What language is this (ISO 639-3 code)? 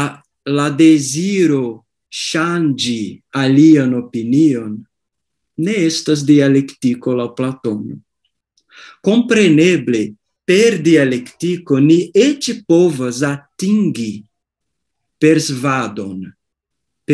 epo